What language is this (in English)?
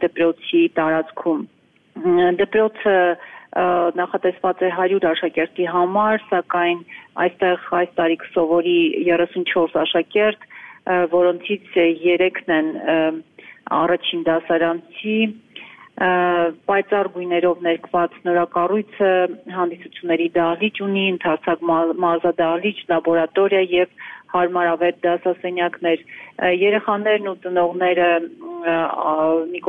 Armenian